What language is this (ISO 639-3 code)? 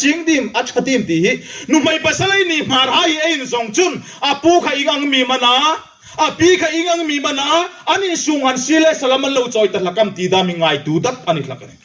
hmr